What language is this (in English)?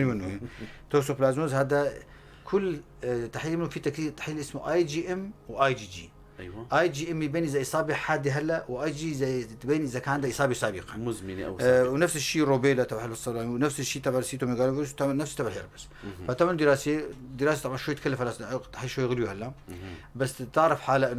North Levantine Arabic